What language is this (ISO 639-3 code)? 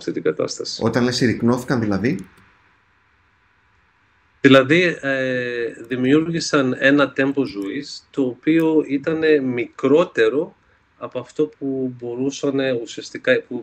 ell